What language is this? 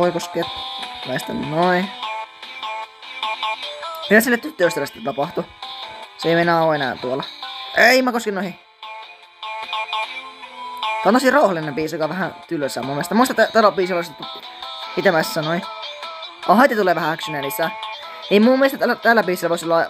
Finnish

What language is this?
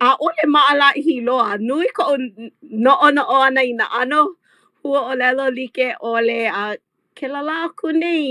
Hawaiian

